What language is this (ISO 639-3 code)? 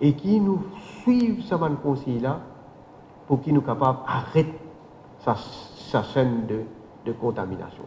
mfe